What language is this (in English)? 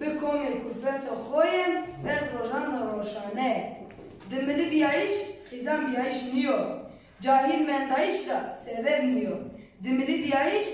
Zaza